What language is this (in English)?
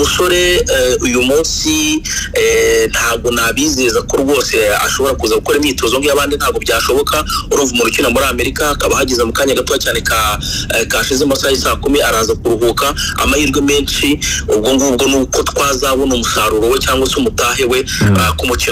Kinyarwanda